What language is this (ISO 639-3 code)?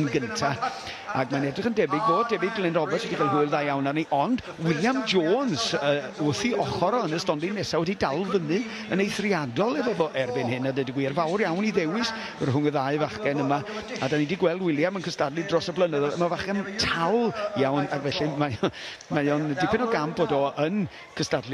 cym